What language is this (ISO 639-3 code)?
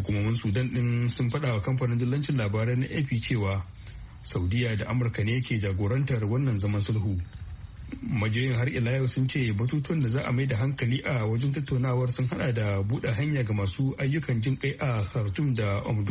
hau